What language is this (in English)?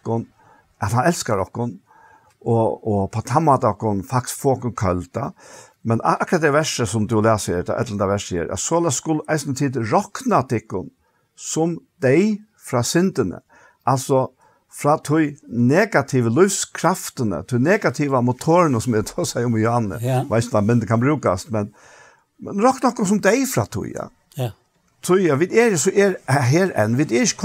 Faroese